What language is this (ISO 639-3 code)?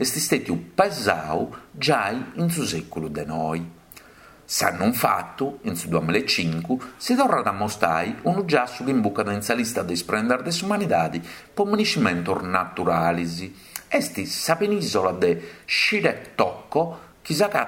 srd